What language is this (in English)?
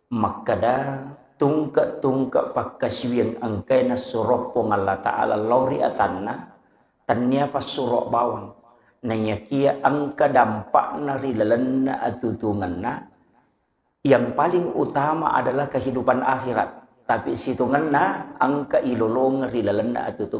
Buginese